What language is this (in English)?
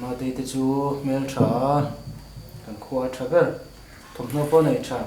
Mizo